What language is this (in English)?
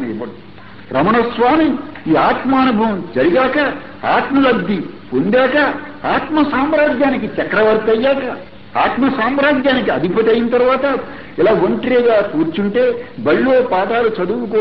Telugu